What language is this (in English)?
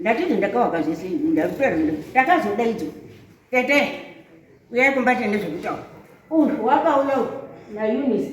Shona